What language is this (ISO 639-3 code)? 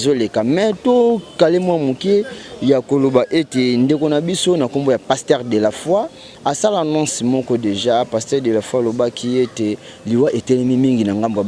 lin